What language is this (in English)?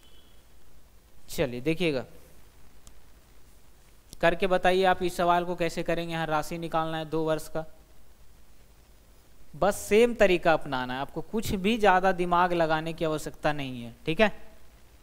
Hindi